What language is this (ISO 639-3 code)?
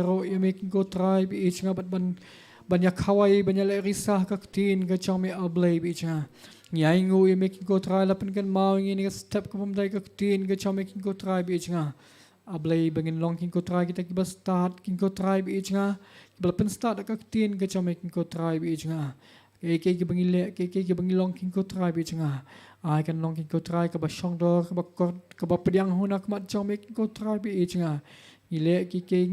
kha